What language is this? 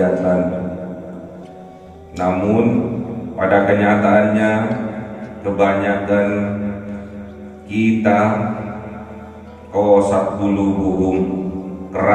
Indonesian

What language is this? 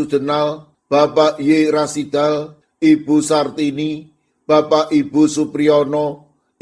Javanese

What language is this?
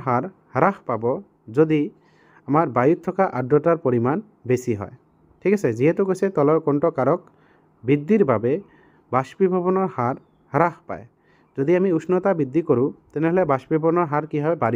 Assamese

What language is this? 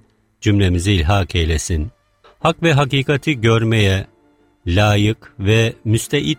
Turkish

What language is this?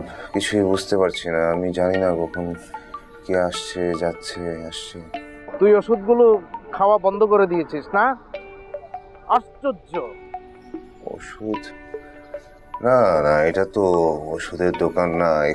Bangla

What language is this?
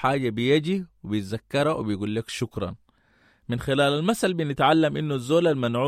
Sudanese Arabic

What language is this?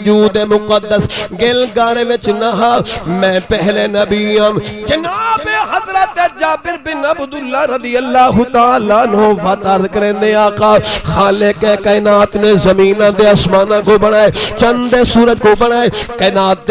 Saraiki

